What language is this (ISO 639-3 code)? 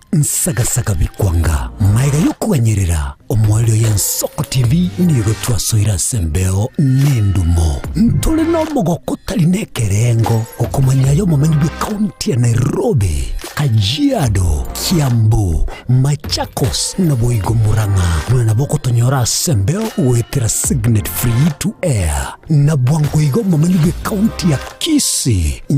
guz